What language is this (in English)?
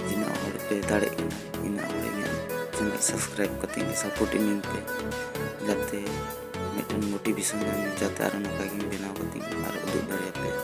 Santali